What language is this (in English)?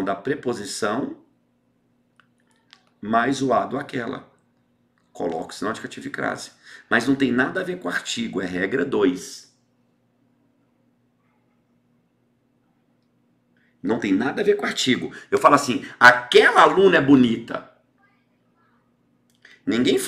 Portuguese